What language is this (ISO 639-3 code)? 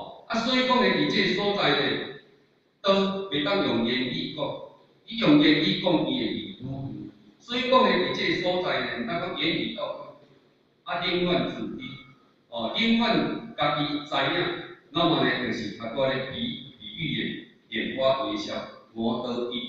nan